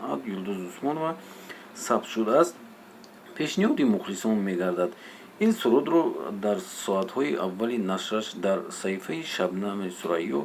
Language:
Tajik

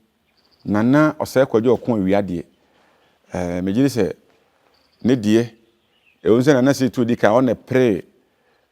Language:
Akan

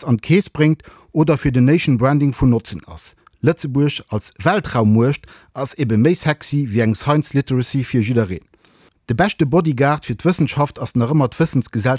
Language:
Luxembourgish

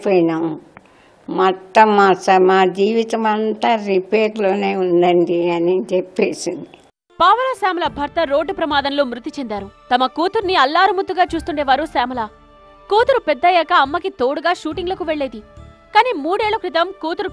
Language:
Telugu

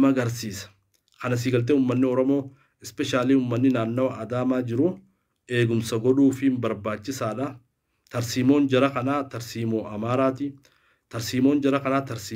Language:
Oromo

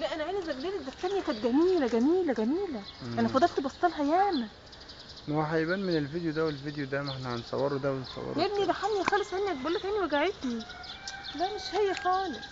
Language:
Egyptian Arabic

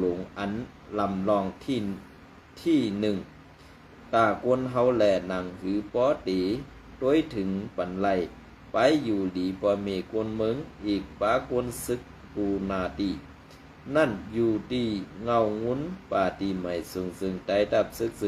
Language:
Shan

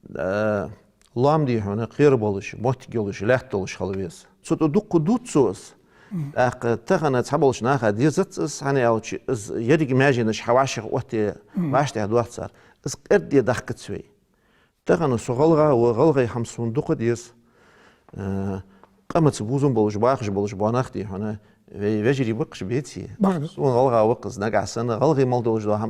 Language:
Ingush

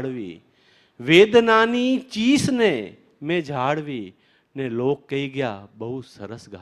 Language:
Gujarati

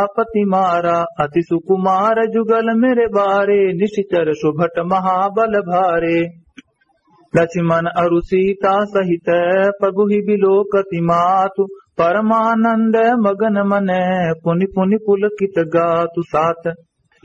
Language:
Awadhi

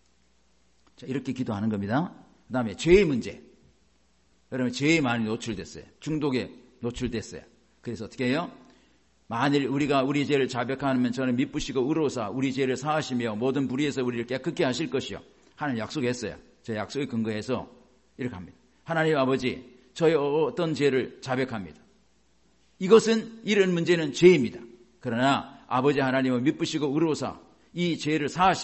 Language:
Korean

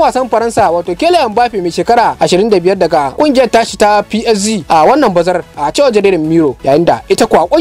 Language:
Hausa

